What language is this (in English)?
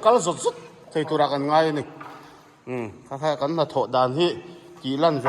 Mizo